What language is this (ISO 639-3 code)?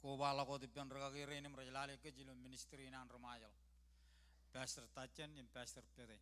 mah